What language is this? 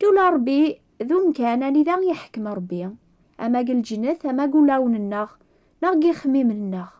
Kabyle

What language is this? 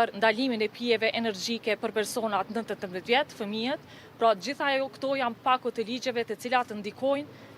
Albanian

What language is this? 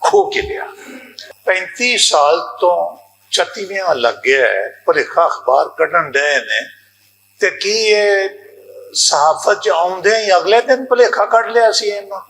Western Panjabi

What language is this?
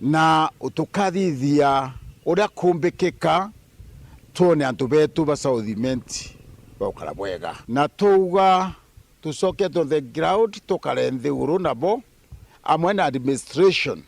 Meru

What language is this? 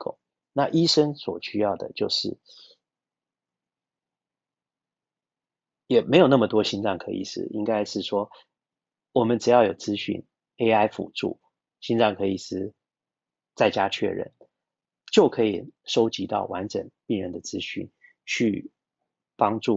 Chinese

